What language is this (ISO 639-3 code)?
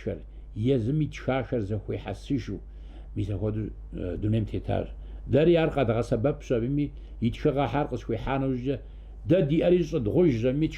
kbd